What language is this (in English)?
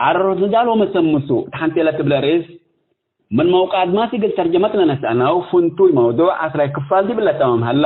Tigre